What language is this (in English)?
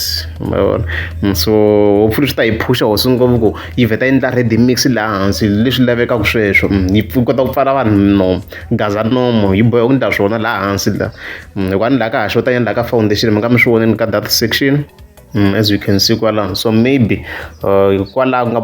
Tsonga